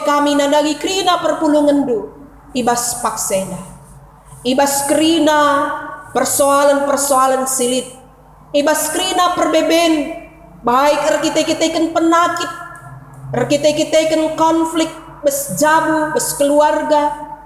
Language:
Batak Karo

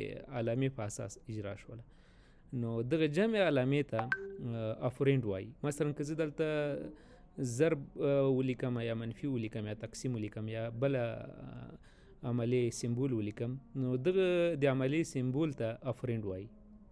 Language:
Pashto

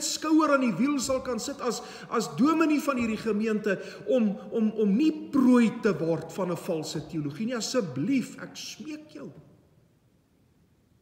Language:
Afrikaans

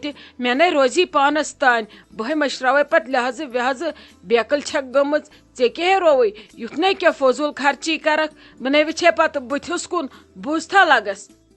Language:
Kashmiri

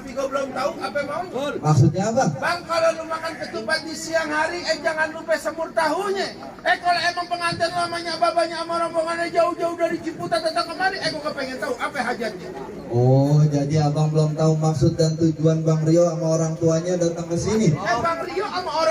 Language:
Betawi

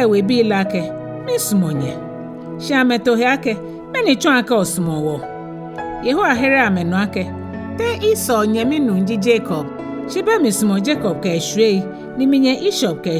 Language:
Ga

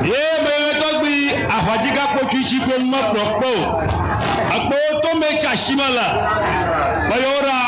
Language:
Ewe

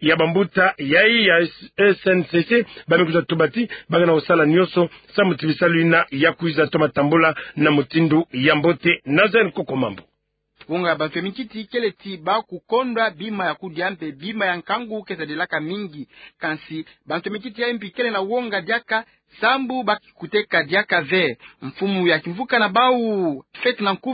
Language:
Kituba (Democratic Republic of Congo)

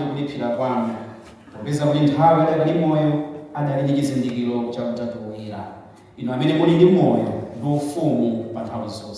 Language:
Nyanja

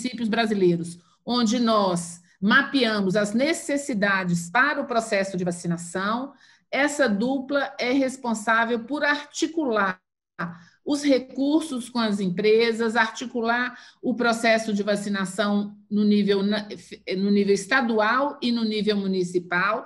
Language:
Portuguese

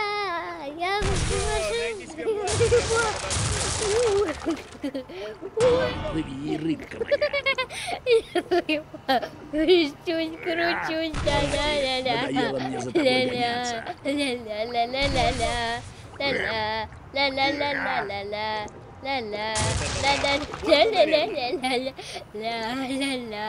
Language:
Russian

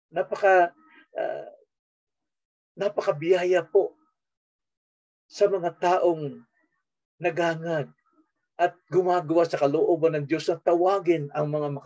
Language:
Filipino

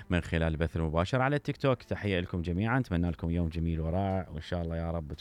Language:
Mesopotamian Arabic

